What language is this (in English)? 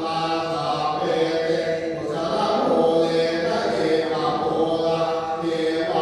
Pali